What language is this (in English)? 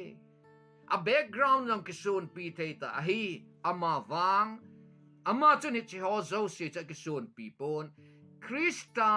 Thado Chin